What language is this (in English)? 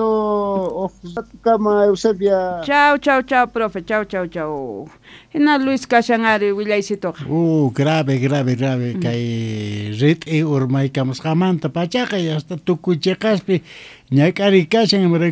South Bolivian Quechua